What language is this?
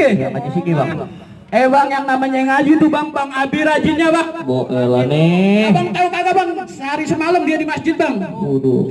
Betawi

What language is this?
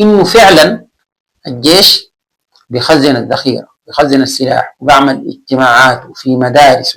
Sudanese Arabic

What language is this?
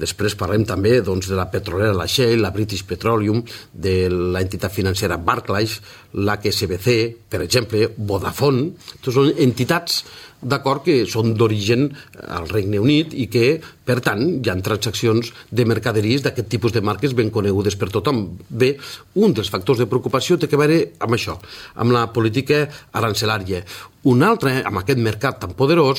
Catalan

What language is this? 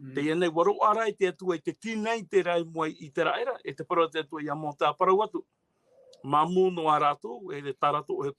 Tahitian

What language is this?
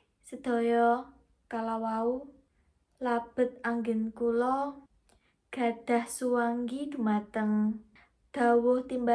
Javanese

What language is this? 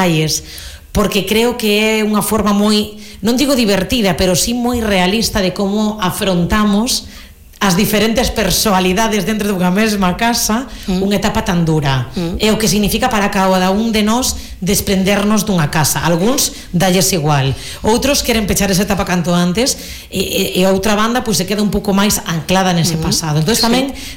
Galician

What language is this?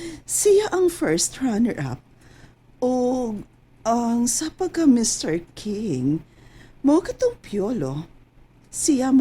Cebuano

